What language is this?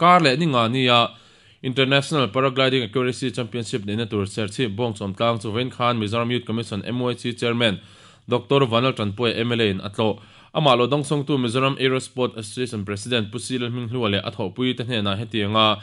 Mizo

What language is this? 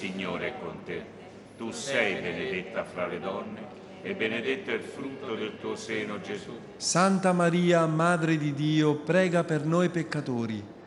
Italian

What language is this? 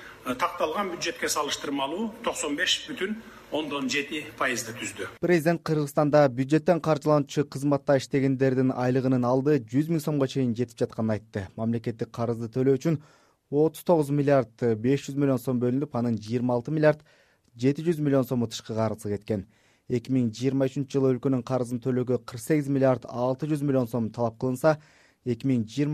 Kyrgyz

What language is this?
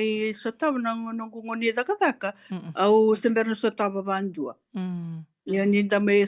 Fijian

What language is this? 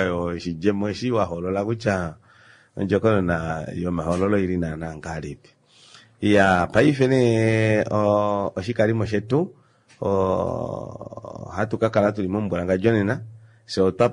Kuanyama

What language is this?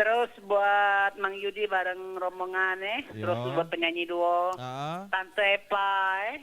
Musi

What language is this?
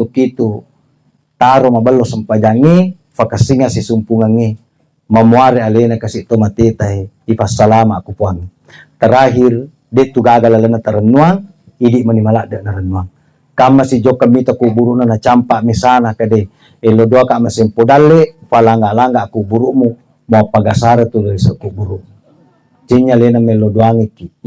Buginese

